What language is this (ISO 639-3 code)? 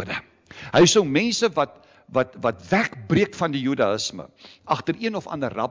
afr